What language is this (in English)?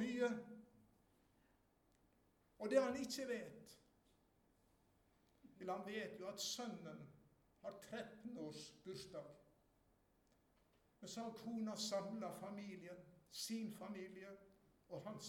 Norwegian